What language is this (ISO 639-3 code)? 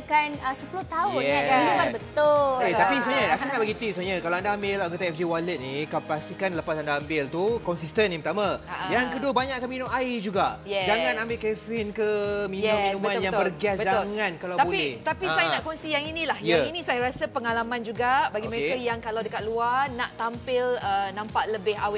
msa